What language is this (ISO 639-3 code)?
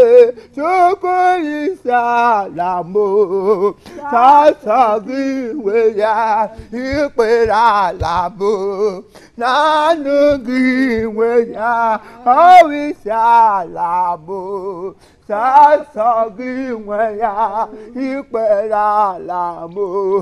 ibo